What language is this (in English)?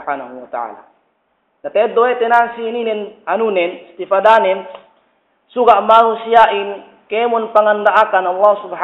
Yakan